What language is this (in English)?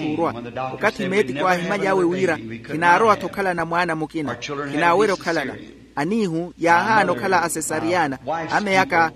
Makhuwa